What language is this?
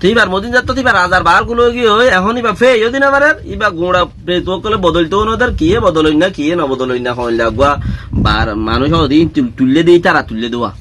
Rohingya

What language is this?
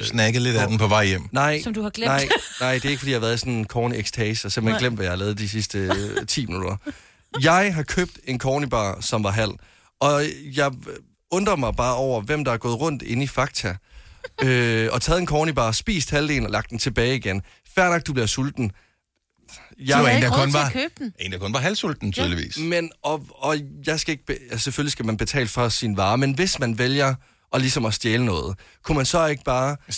Danish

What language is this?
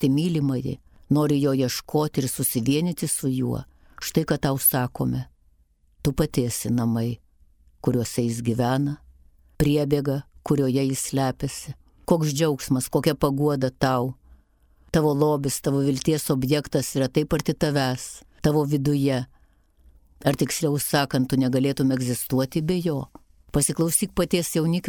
Lithuanian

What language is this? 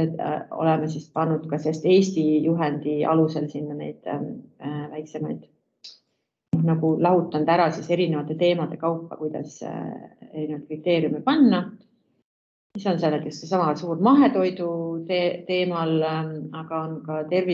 Estonian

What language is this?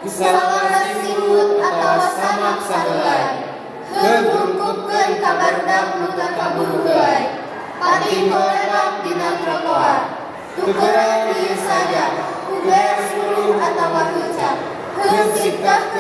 Sundanese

